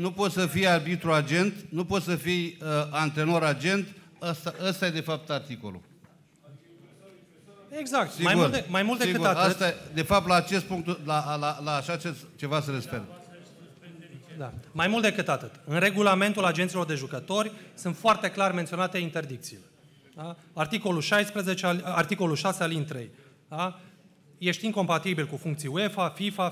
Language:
Romanian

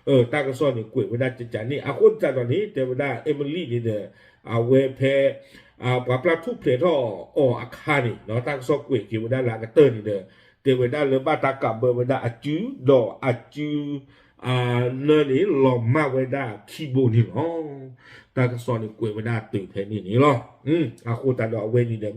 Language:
S'gaw Karen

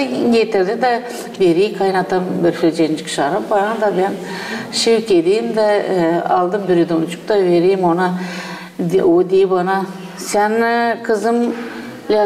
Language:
Gagauz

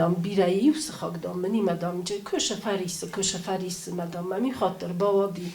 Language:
Ossetic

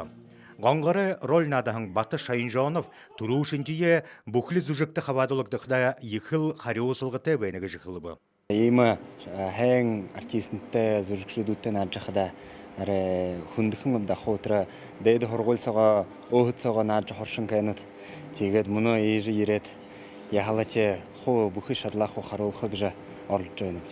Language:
Buriat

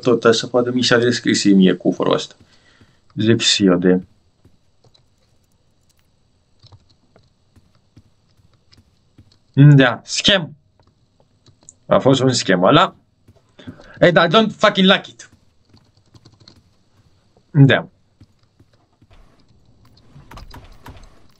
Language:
Romanian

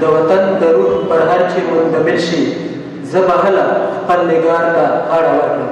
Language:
Pashto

